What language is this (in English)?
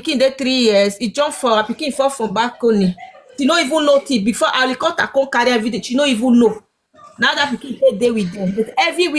Nigerian Pidgin